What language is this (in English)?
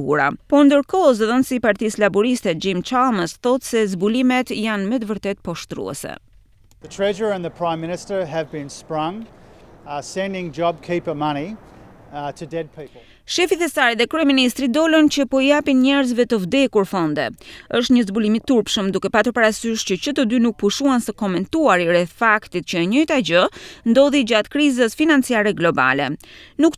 Albanian